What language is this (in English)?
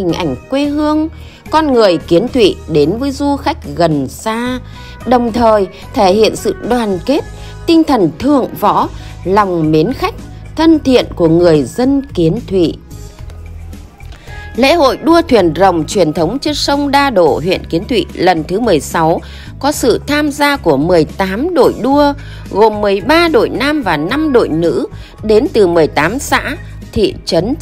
Vietnamese